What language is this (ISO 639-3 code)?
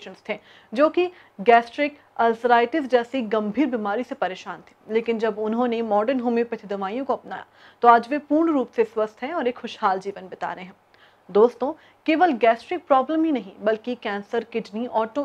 hin